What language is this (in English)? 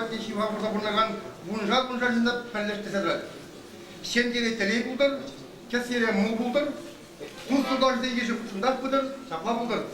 Chuvash